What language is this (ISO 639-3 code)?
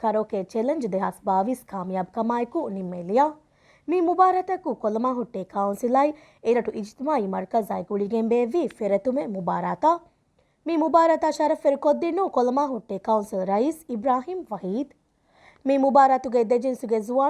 div